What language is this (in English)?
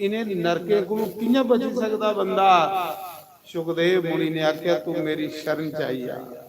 Dogri